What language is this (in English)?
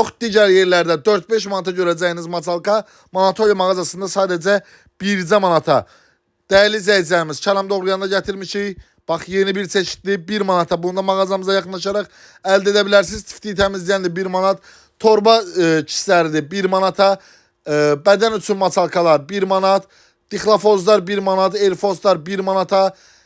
Azerbaijani